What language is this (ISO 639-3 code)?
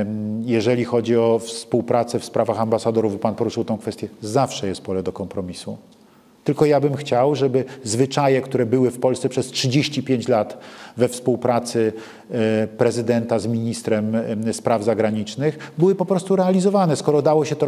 pol